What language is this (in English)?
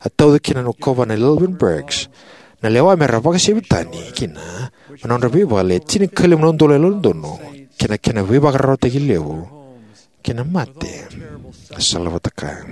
Fijian